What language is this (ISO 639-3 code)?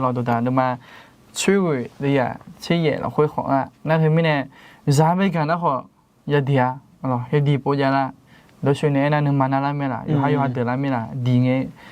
ahk